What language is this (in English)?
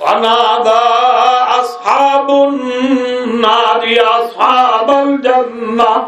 Rohingya